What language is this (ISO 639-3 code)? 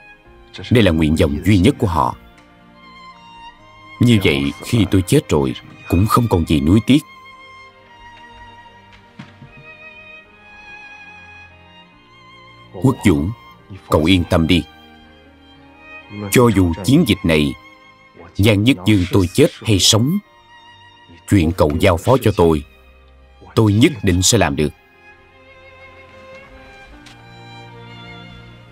vie